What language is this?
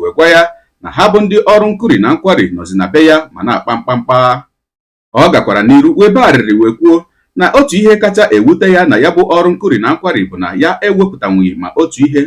Igbo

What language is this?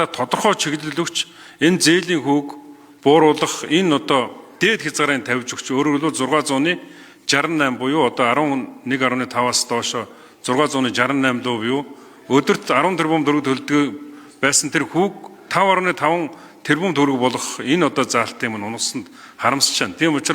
Mongolian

